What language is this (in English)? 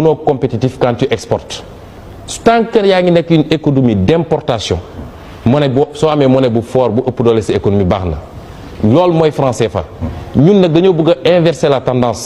Wolof